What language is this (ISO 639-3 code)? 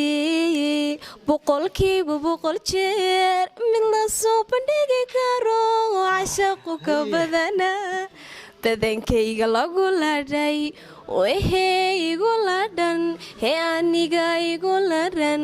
som